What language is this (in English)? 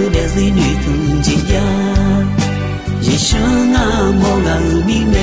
Akha